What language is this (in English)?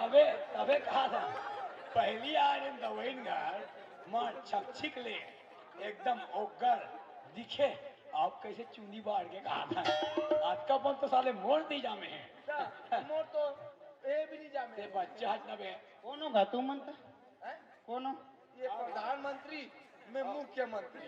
Chhattisgarhi